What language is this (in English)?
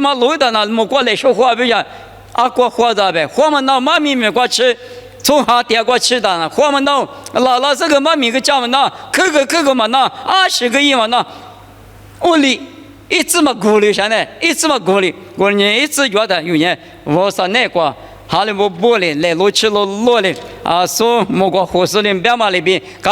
Lisu